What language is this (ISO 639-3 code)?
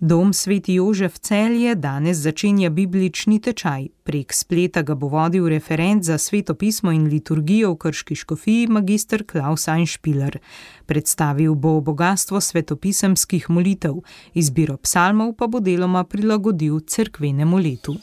slv